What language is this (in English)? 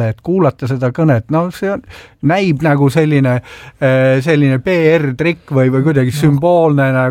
Estonian